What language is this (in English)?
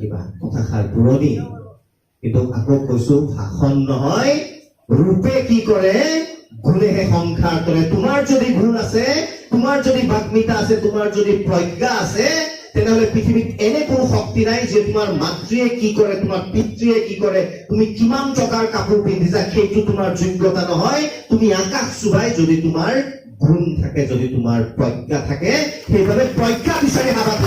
Assamese